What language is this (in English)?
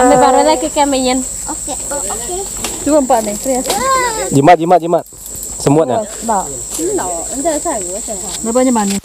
Iban